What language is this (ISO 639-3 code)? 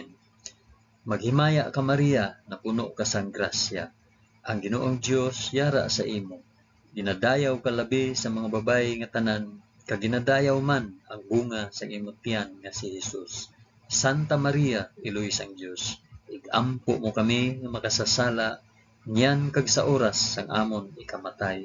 hil